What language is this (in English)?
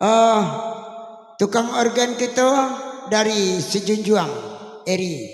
Minangkabau